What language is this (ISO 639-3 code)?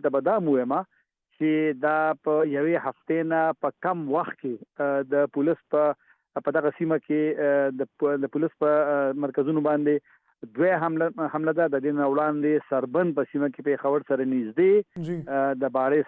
pus